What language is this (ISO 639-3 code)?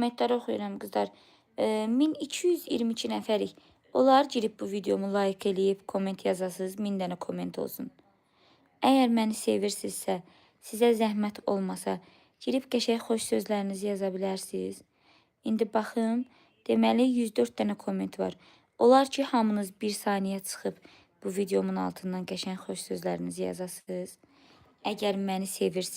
aze